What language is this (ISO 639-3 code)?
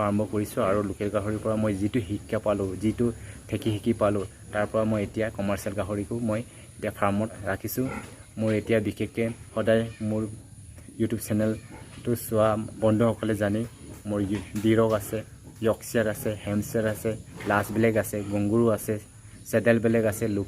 asm